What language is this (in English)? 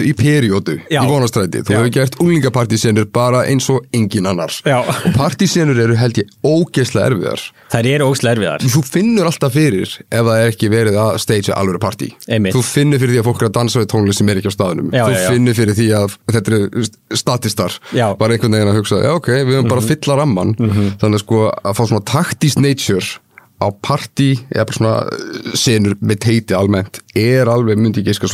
Icelandic